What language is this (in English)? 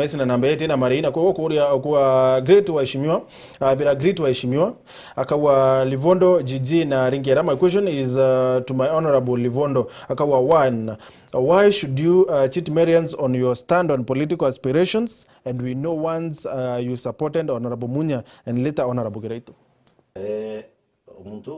Meru